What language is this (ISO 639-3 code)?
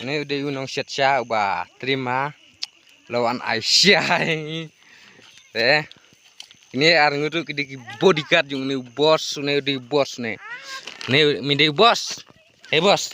kha